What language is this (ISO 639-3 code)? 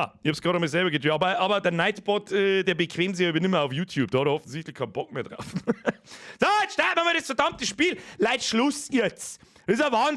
bar